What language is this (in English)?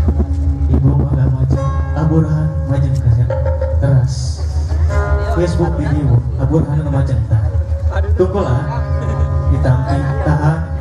Sundanese